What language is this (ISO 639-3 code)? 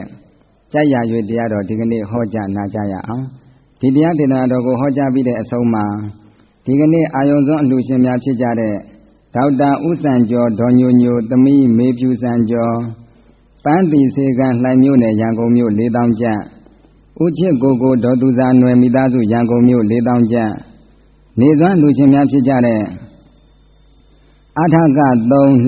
mya